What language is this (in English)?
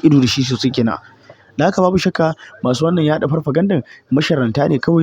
Hausa